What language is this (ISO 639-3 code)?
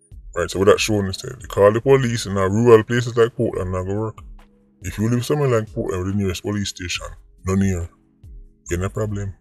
jam